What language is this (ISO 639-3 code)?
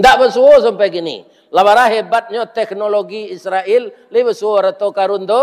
min